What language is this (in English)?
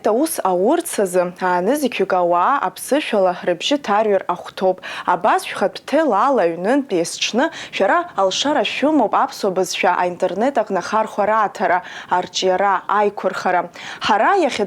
Abkhazian